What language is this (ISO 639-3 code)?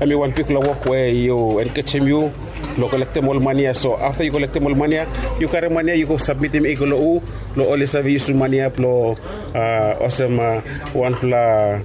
bis